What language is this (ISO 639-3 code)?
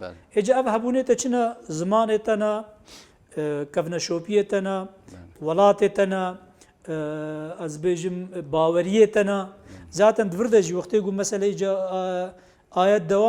kur